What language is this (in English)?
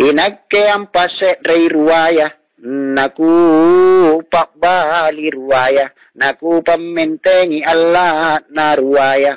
Makasar